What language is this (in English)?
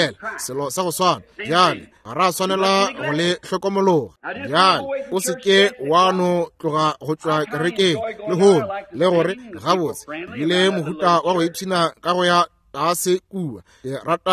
Northern Sotho